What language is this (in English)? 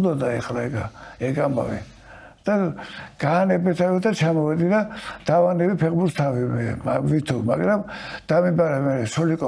Georgian